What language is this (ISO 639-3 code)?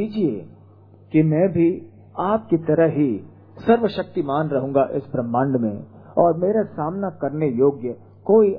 hin